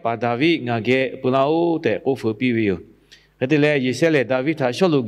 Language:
Lahu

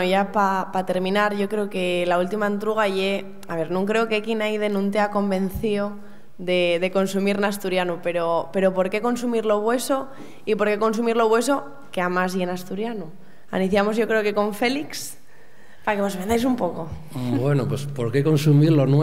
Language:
Asturian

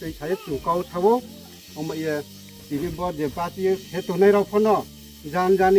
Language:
Riang (India)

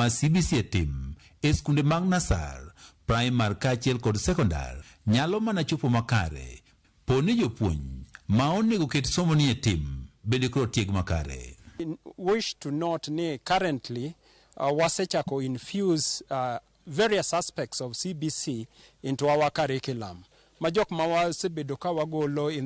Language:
Luo (Kenya and Tanzania)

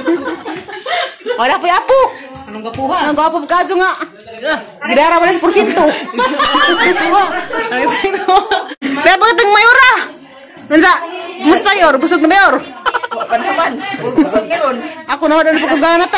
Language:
Cebuano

